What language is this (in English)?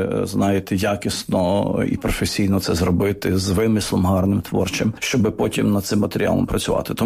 Ukrainian